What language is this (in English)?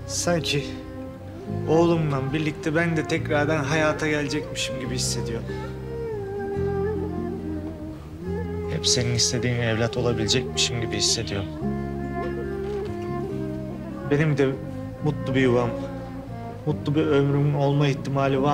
Turkish